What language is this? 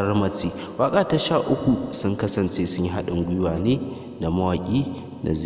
Hausa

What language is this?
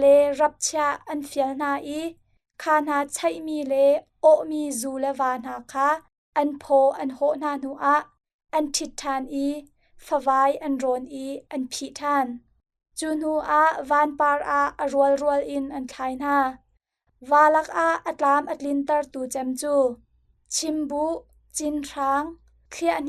Hakha Chin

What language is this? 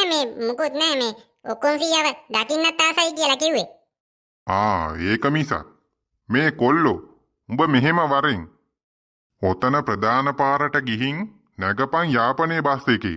Sinhala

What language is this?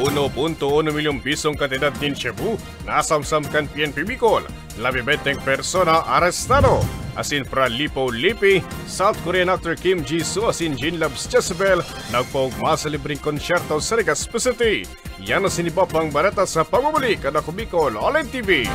Bikol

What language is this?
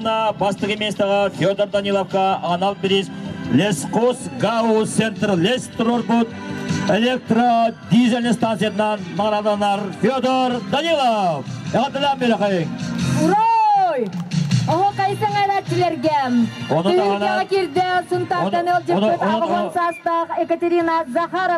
Yakut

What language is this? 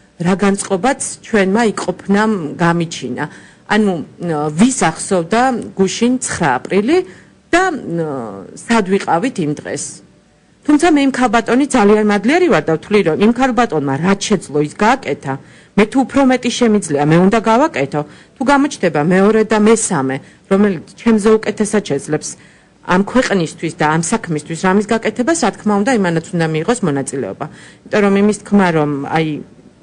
Georgian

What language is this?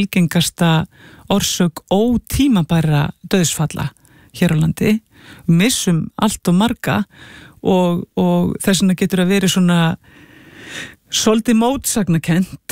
Icelandic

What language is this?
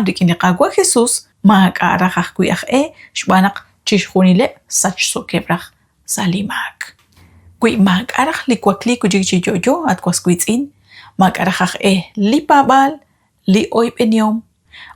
Kekchí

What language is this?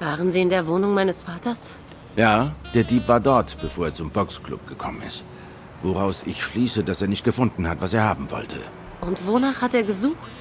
Swiss German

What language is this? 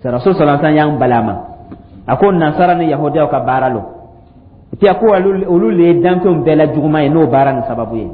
Dyula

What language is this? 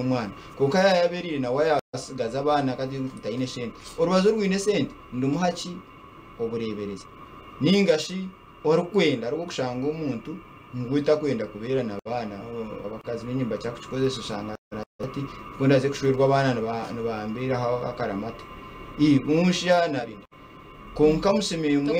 Nyankole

